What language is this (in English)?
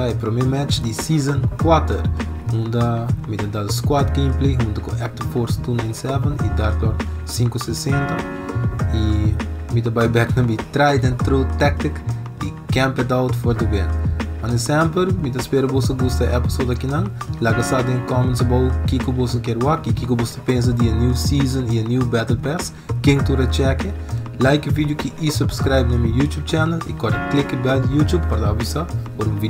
Papiamento